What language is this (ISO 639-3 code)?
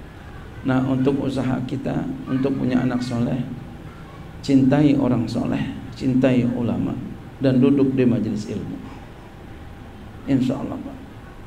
ind